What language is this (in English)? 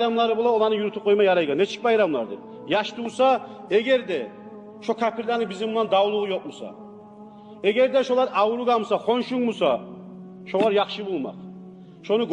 Kumyk